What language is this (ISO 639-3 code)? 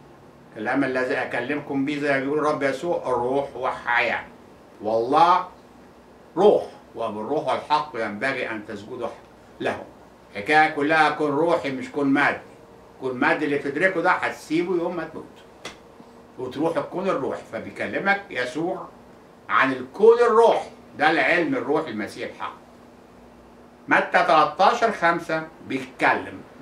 arz